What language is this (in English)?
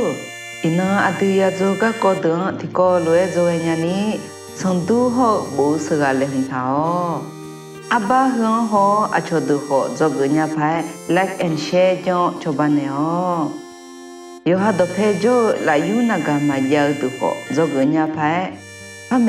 Akha